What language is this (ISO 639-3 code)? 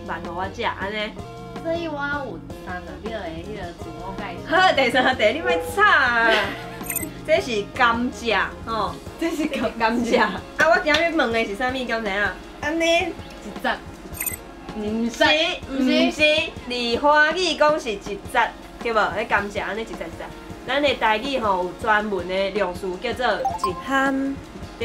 nan